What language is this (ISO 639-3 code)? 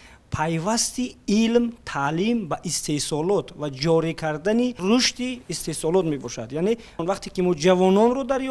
tgk